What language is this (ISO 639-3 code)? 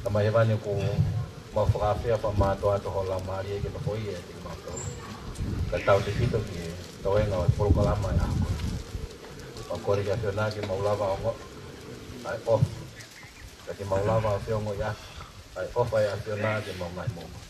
ton